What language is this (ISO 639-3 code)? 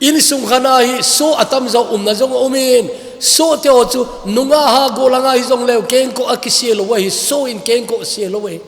tcz